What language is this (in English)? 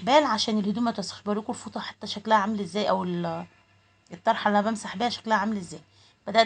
Egyptian Arabic